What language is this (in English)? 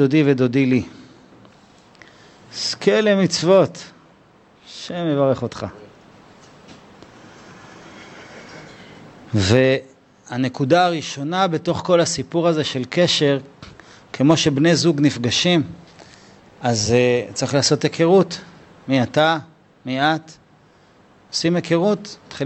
Hebrew